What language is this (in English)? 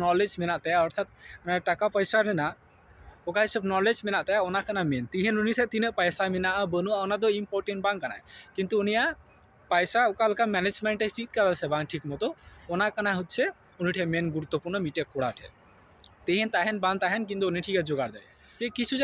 Santali